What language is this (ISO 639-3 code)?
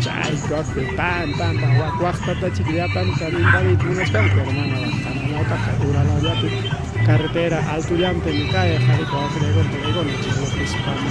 quy